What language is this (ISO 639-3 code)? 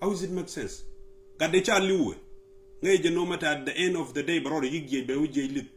nus